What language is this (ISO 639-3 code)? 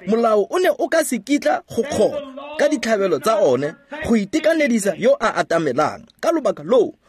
tsn